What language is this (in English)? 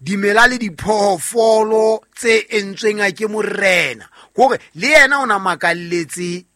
Southern Sotho